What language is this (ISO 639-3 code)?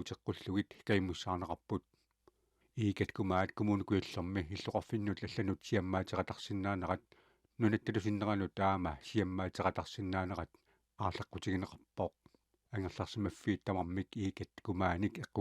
kal